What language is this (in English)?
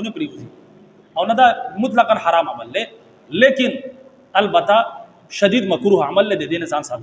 Pashto